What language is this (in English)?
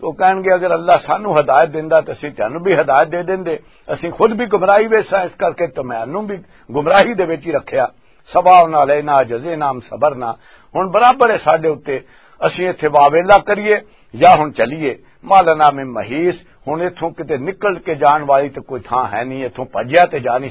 Western Panjabi